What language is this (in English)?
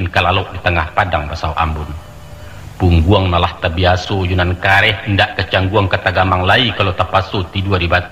Minangkabau